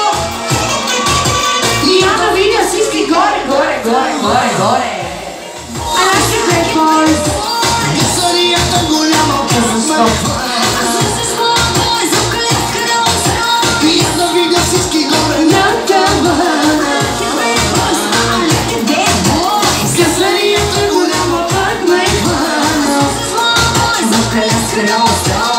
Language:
Bulgarian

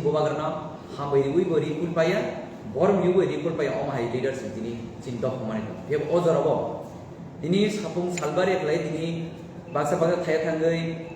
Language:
Kok Borok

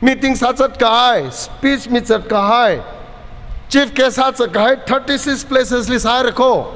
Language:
Tangkhul Naga (India)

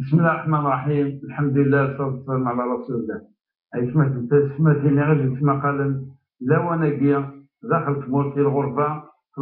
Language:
Kabyle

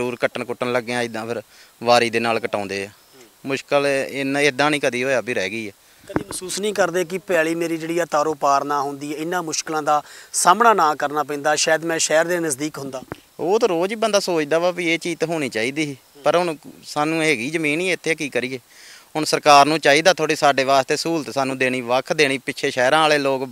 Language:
Punjabi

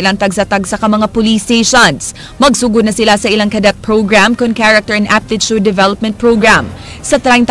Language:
Cebuano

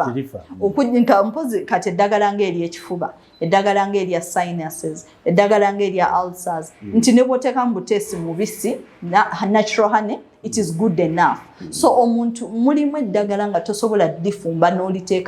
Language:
Ganda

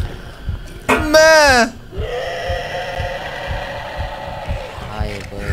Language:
Kazakh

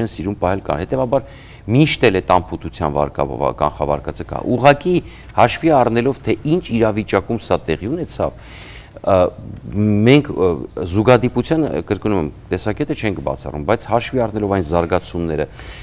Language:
Armenian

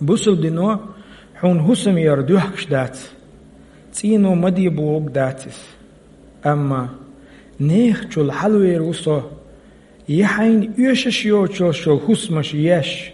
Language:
Chechen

